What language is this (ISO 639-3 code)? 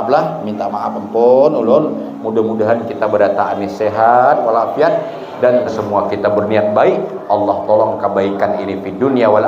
bjn